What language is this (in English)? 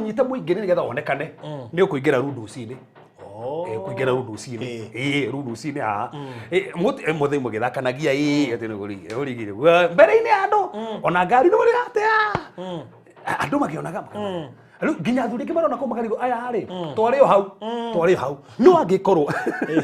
Kikuyu